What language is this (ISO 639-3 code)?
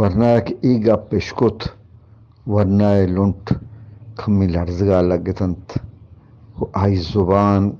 bgp